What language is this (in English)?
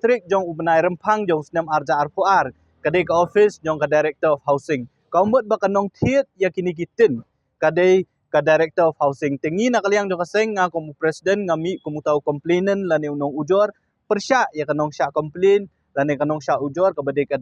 Khasi